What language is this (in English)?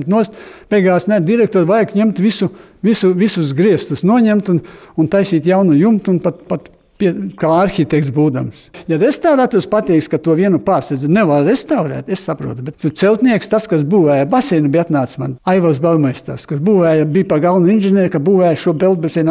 Latvian